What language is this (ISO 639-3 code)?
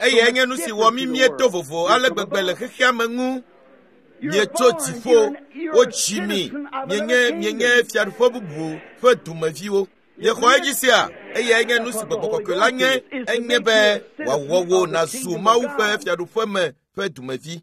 ewe